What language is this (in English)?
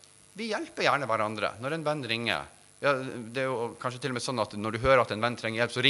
Norwegian